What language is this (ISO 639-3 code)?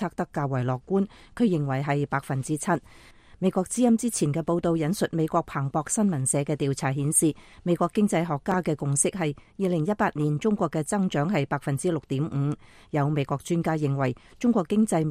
yue